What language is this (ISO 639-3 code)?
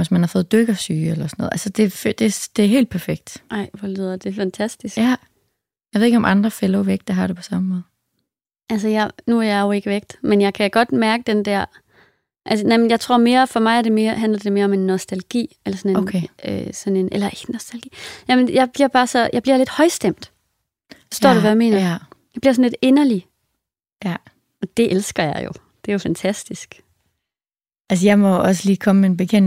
dan